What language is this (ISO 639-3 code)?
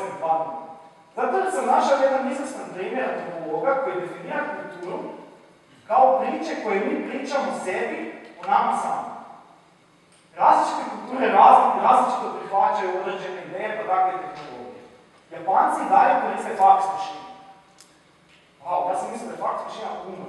hrv